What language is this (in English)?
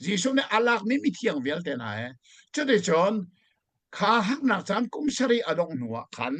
Hakha Chin